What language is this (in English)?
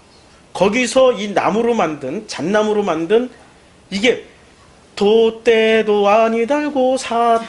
Korean